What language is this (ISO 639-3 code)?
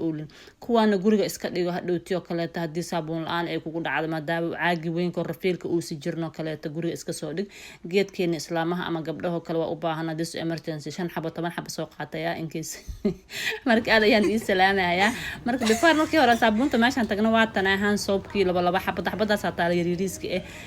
som